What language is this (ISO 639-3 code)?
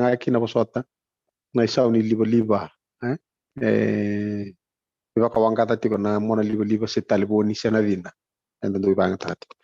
fij